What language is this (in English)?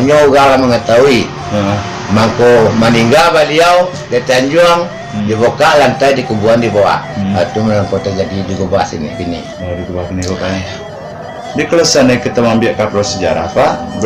Minangkabau